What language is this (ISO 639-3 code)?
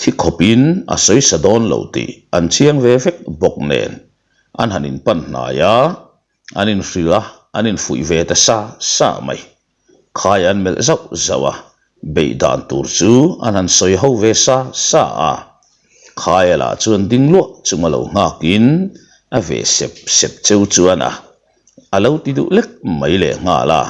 lus